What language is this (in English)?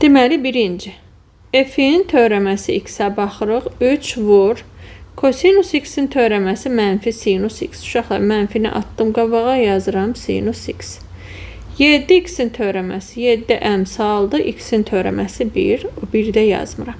Azerbaijani